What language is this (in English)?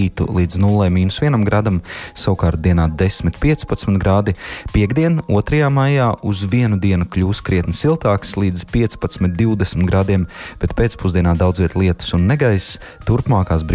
Latvian